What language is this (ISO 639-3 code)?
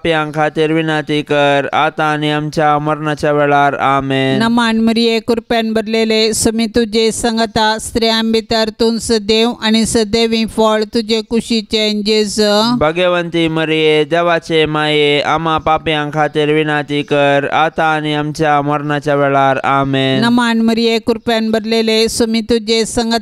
kok